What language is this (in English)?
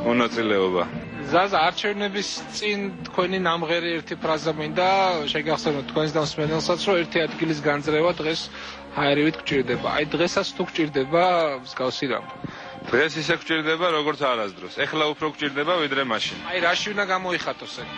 Georgian